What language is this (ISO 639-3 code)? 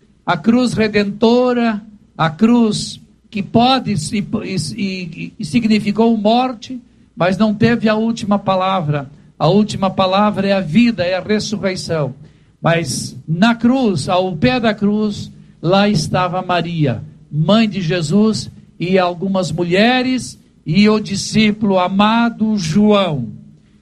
por